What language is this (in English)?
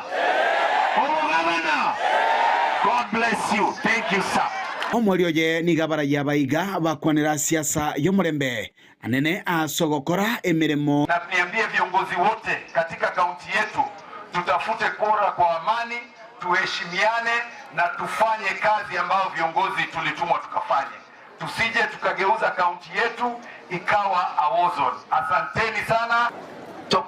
Gusii